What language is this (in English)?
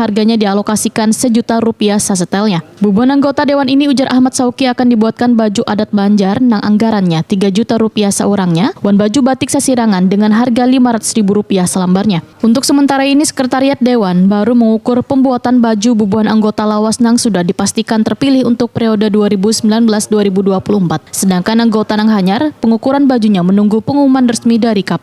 Banjar